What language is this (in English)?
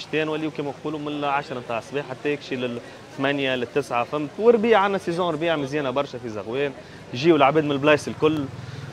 Tunisian Arabic